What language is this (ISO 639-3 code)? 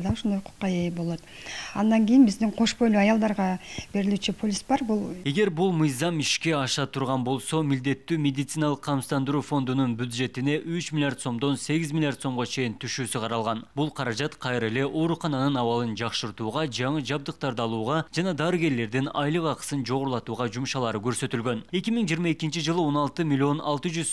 kir